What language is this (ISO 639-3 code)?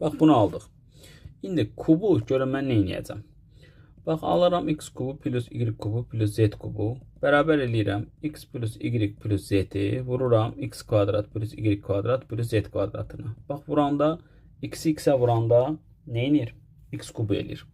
aze